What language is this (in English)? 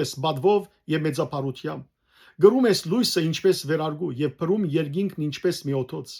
Western Armenian